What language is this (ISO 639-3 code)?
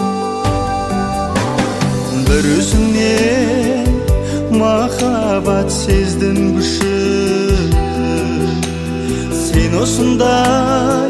kaz